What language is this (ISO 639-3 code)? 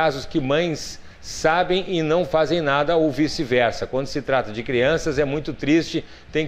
por